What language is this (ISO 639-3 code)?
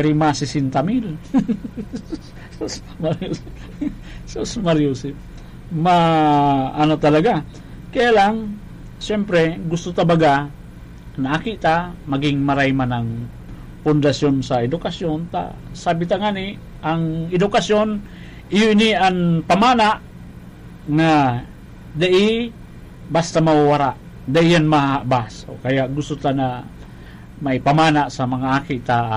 bik